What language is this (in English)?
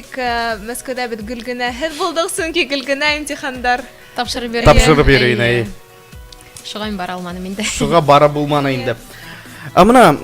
Bashkir